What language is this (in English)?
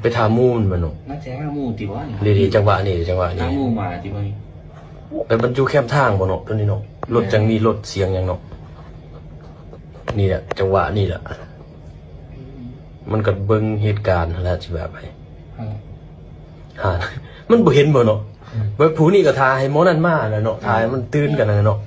Lao